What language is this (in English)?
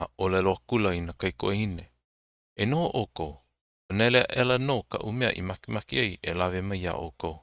Hawaiian